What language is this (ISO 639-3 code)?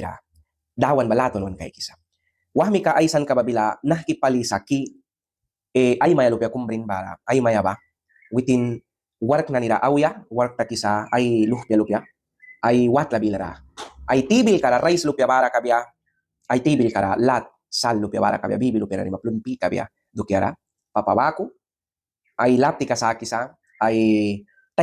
miq